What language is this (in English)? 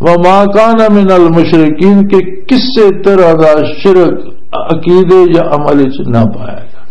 Western Panjabi